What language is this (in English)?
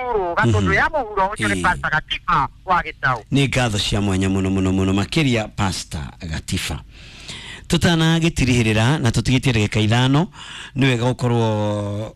Kikuyu